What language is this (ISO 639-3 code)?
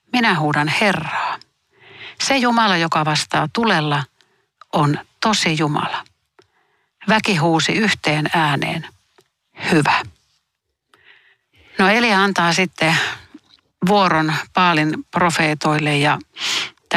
fin